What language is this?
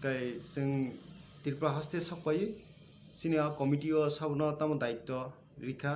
Kok Borok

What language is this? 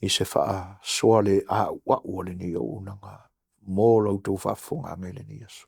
Samoan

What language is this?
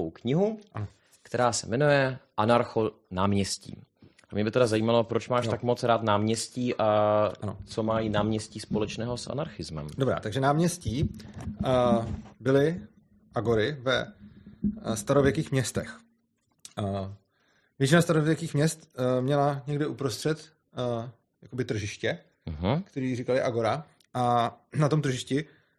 Czech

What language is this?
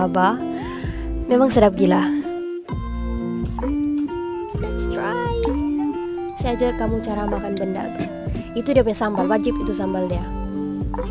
Malay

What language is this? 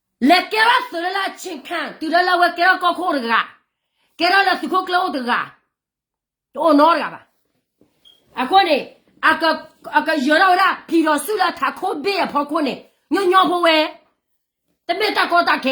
S'gaw Karen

